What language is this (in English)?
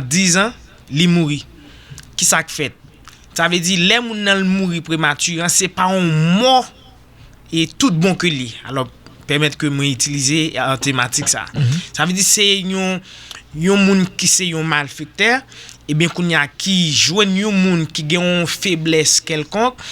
Haitian Creole